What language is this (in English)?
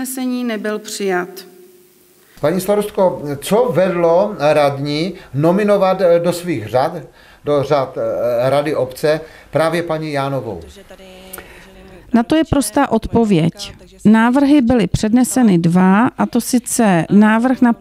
Czech